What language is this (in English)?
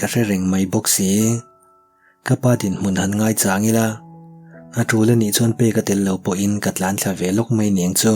Mizo